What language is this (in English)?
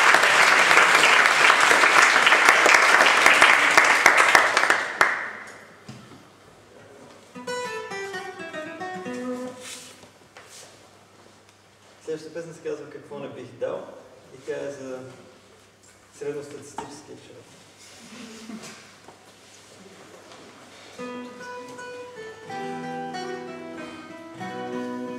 Bulgarian